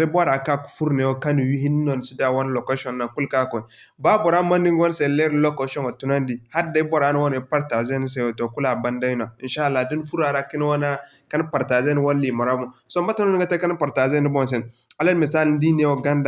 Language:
Zarma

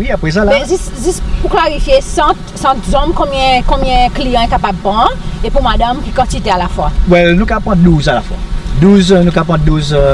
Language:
Seselwa Creole French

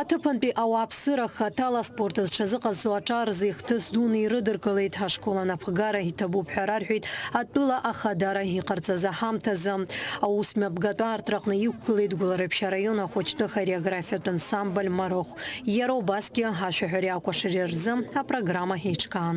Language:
Abkhazian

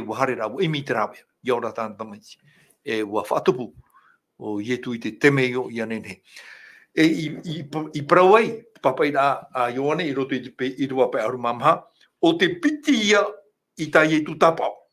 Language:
Tahitian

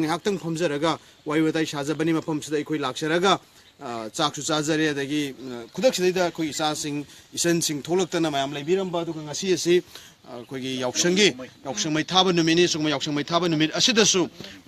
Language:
Manipuri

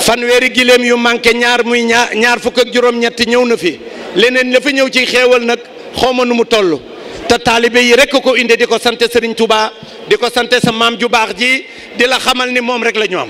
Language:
Wolof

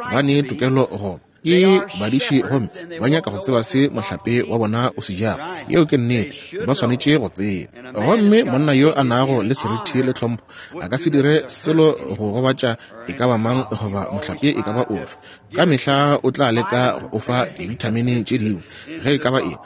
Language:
Northern Sotho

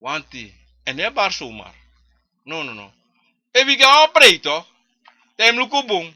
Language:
Sranan Tongo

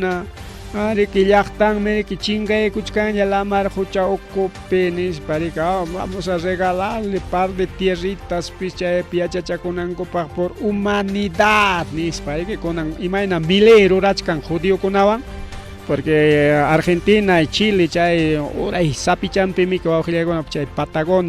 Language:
Ayacucho Quechua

